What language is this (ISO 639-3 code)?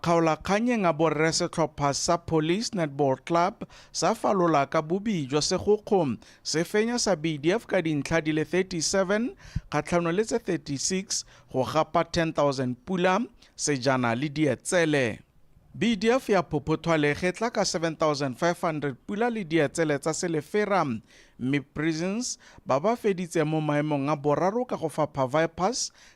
tsn